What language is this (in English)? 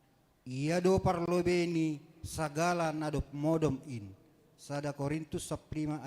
Batak Simalungun